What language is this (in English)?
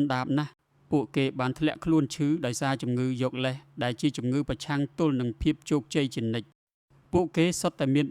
Khmer